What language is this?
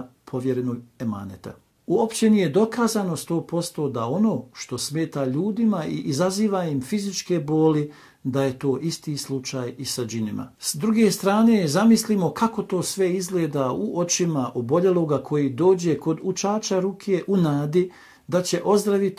Bosnian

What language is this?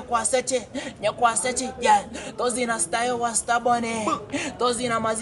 Nyankole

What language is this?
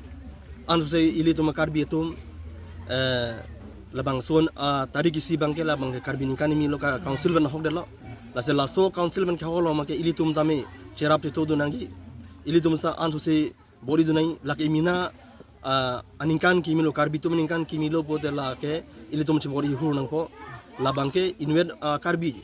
Karbi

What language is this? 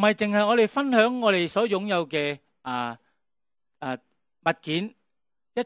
Cantonese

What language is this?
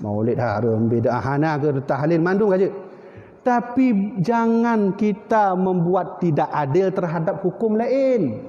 Achinese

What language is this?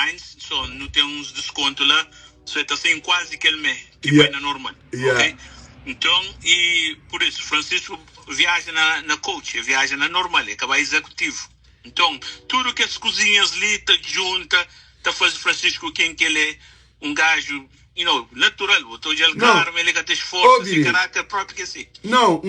Kabuverdianu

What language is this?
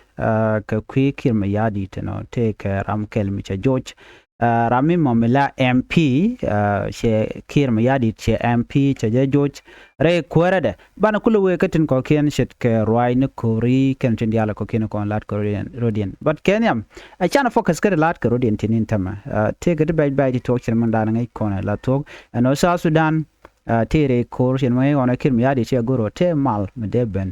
Nuer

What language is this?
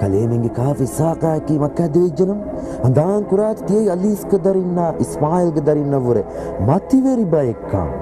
Divehi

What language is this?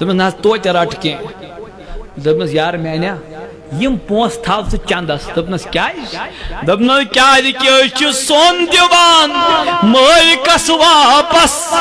Kashmiri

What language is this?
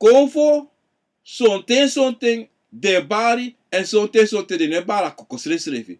Sranan Tongo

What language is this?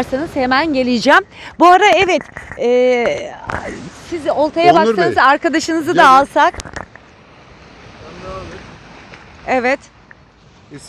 Turkish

